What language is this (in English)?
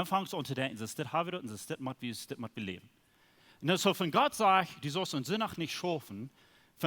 Plautdietsch